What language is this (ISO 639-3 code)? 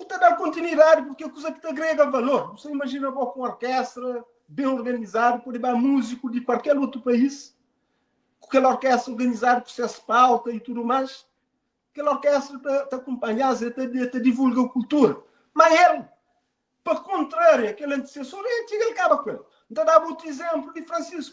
kea